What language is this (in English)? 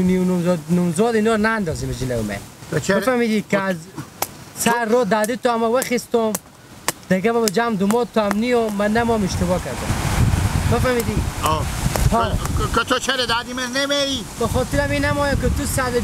Persian